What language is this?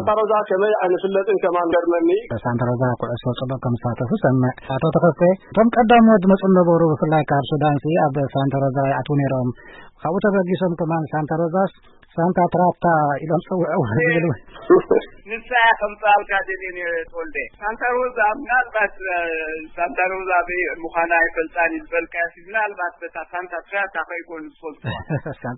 Tigrinya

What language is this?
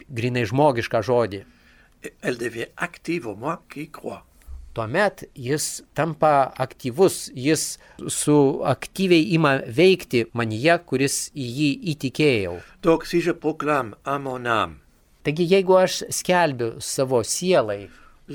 Lithuanian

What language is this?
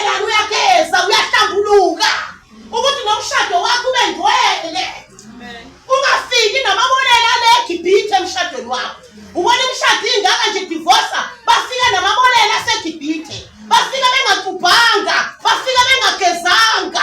Zulu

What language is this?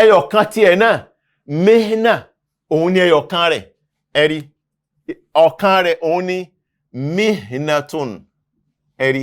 Yoruba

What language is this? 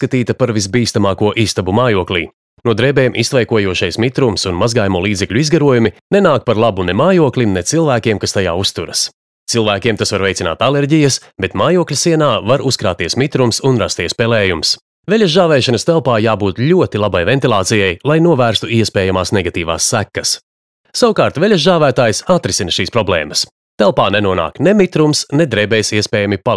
Latvian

